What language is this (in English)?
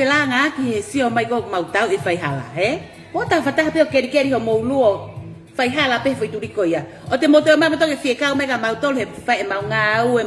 Tongan